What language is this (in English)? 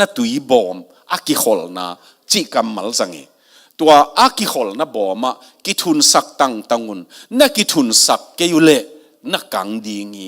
Tedim Chin